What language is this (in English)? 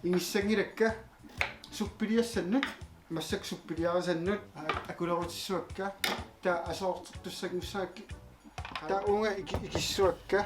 Kalaallisut